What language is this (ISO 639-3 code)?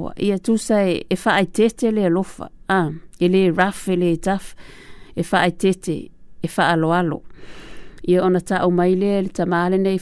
smo